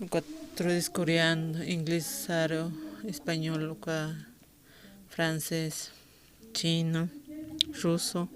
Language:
Aymara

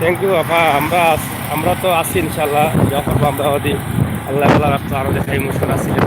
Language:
Sylheti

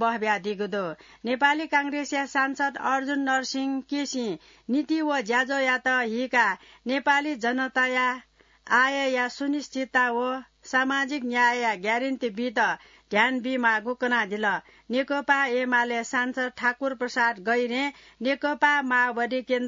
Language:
Newari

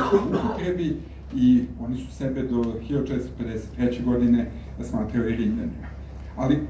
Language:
Serbian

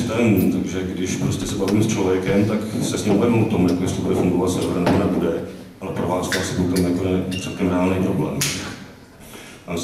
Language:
Czech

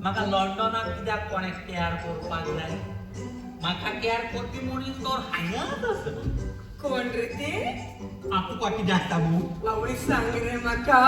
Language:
Konkani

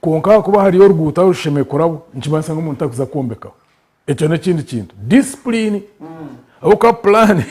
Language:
Nyankole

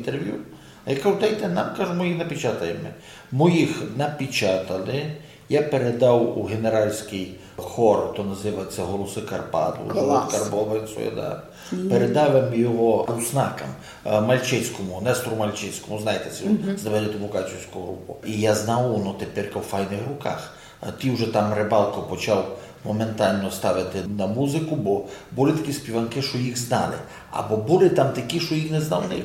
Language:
Rusyn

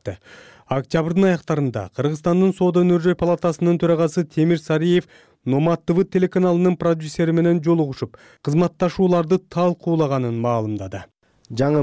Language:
Kyrgyz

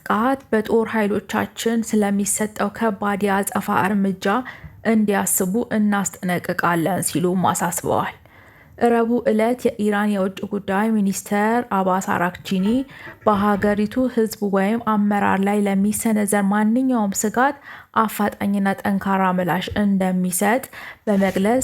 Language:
Amharic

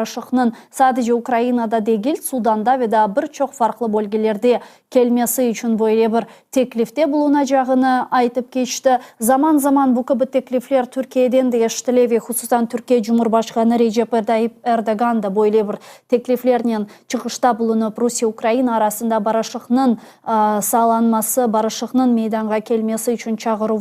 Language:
Crimean Tatar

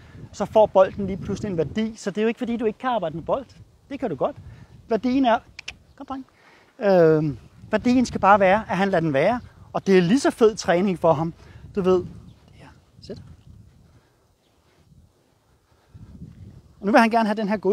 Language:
Danish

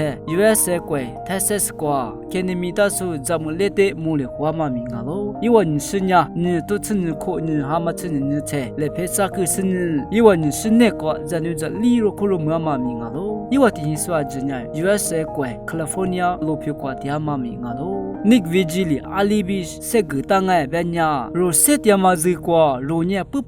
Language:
Lisu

